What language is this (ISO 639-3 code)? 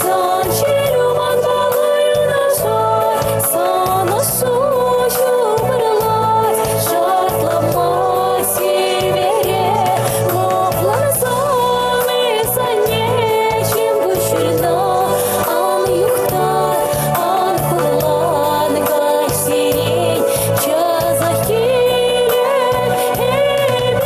chv